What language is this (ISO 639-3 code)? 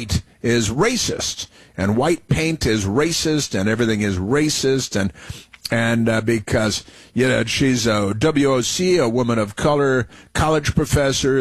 eng